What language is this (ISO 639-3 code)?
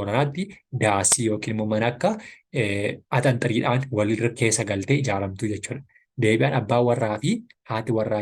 orm